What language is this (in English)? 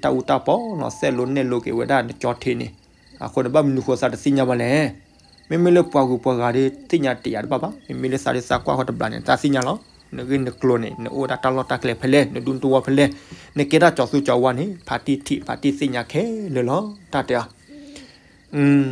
S'gaw Karen